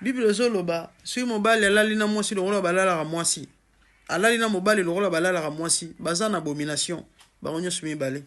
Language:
Lingala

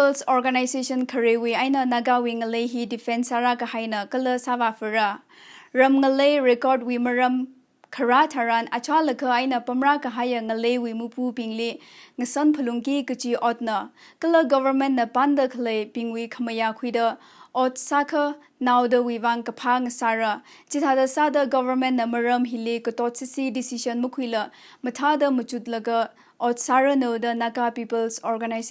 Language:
Tangkhul Naga (India)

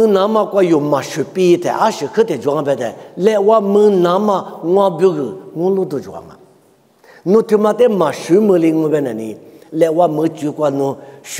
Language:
Lisu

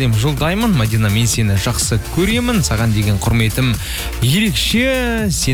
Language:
Kazakh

